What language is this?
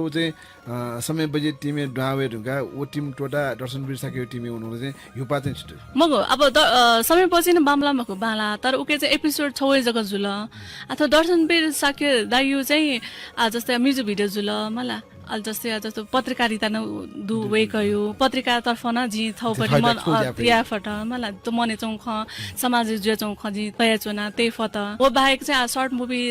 Newari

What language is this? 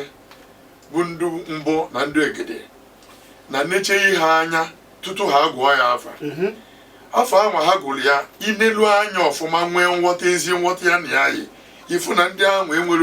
Igbo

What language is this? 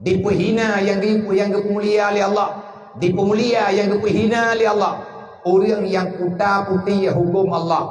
Achinese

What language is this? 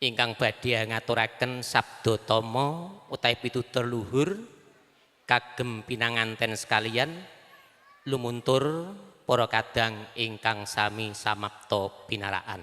Javanese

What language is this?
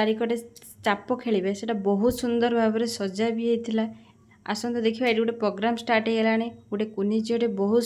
Odia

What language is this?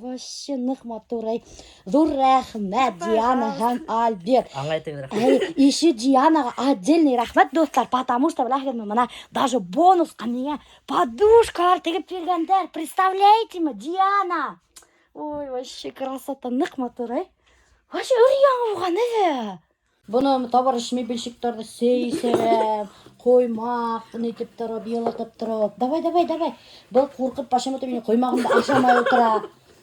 Bashkir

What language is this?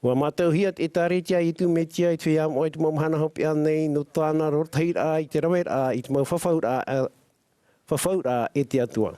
Tahitian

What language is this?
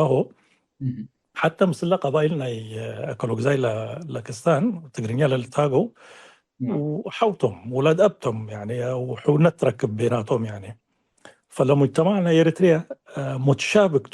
Tigre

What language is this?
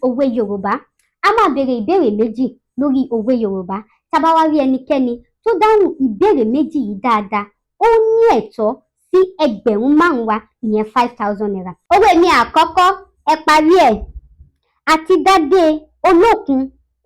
Yoruba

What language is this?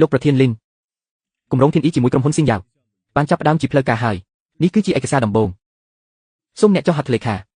Khmer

